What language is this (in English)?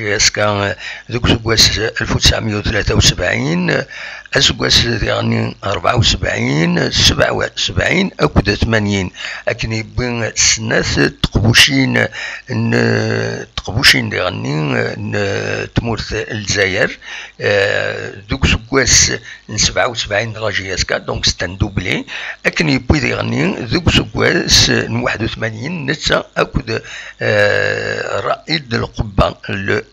Kabyle